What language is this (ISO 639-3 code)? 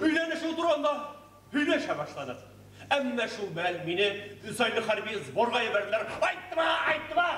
bak